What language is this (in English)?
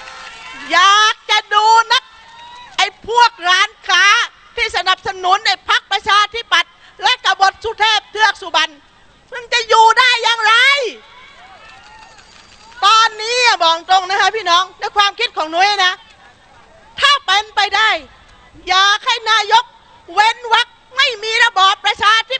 Thai